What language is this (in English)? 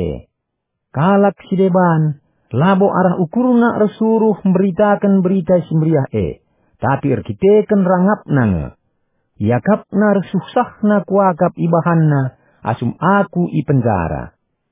Batak Karo